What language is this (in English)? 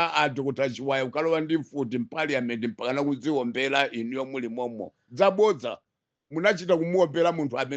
Nyanja